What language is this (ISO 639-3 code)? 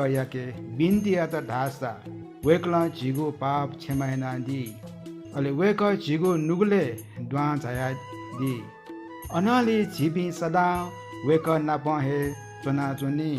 new